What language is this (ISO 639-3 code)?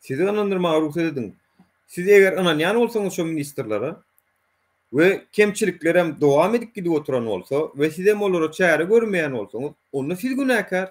tuk